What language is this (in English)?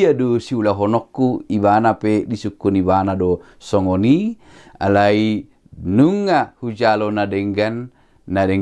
Batak Toba